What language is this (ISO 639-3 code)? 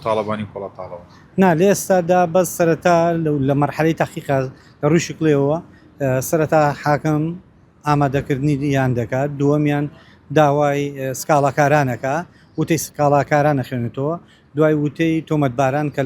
ckb